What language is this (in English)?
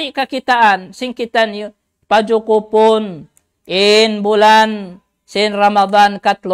Tausug